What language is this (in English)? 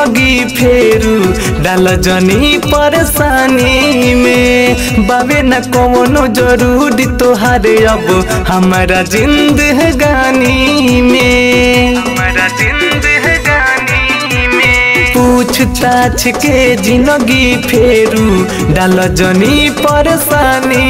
Bhojpuri